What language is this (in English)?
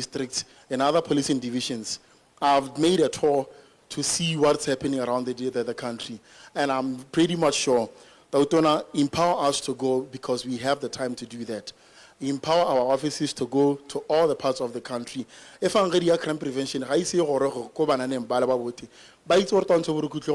Tswana